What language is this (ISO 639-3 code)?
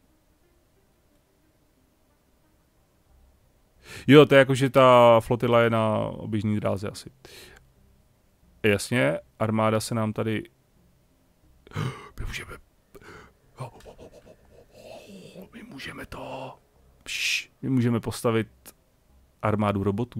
ces